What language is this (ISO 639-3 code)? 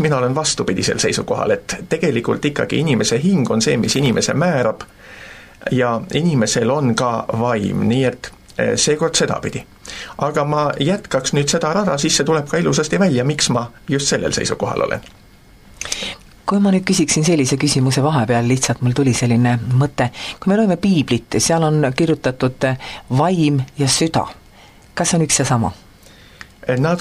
est